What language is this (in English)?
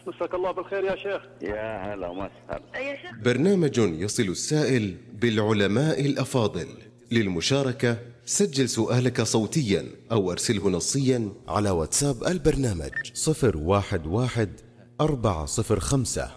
Arabic